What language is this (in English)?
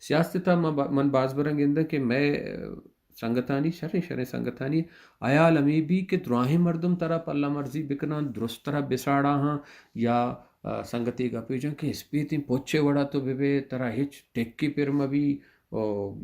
Baluchi